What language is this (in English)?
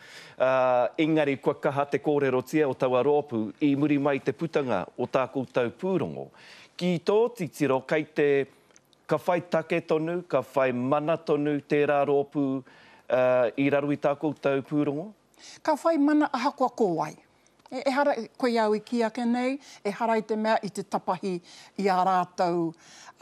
Māori